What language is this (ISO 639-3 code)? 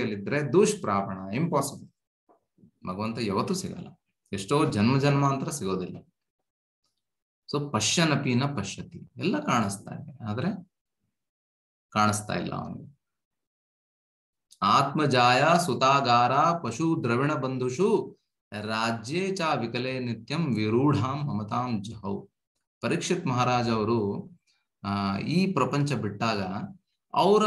kan